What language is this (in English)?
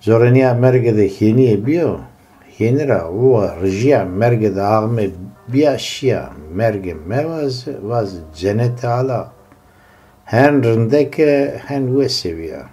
Zaza